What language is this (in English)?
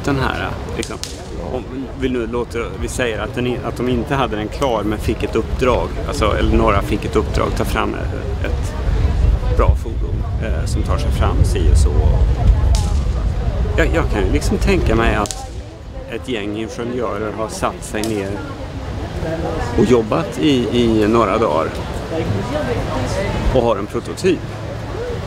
Swedish